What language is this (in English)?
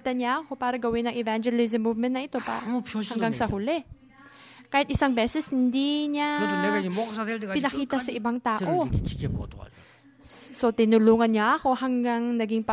Filipino